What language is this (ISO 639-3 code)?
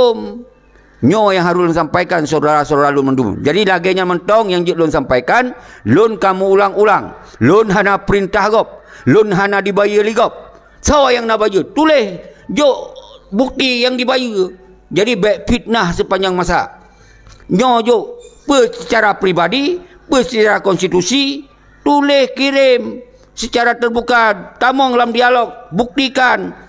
ace